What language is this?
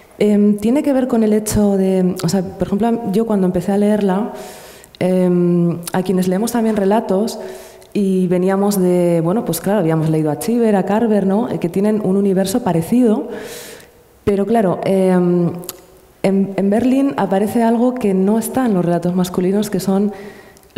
Spanish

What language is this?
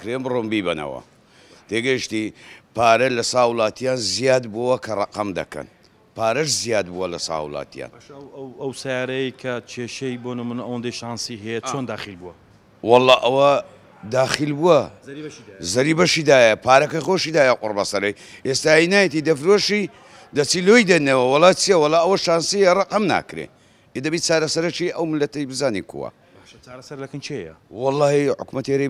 Central Kurdish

